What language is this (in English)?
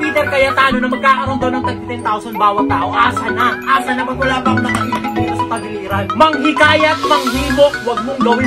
Filipino